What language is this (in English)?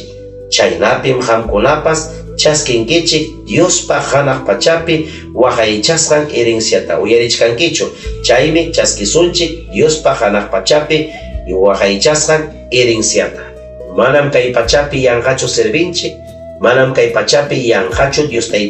Ayacucho Quechua